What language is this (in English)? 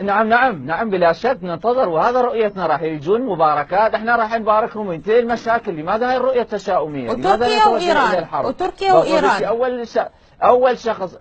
Mesopotamian Arabic